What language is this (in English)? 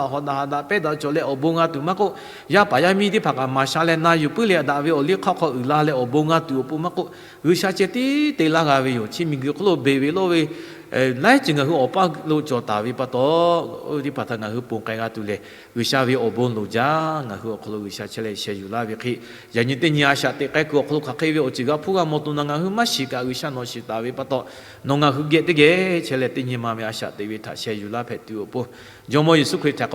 Lahu